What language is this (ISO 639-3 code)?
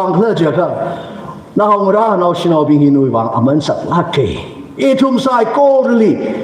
nmf